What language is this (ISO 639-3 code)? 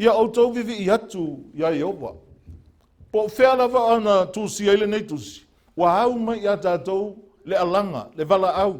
smo